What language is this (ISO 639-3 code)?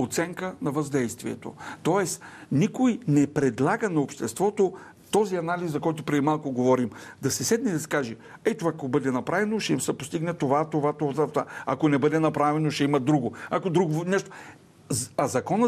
bul